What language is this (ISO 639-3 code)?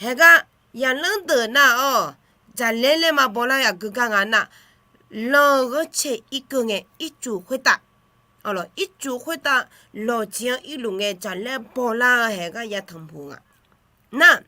ahk